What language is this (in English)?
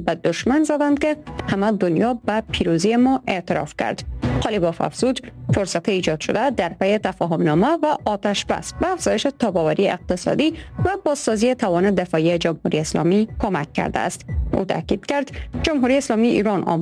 Persian